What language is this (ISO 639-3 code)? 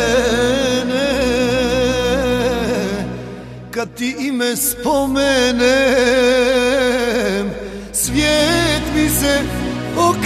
hrv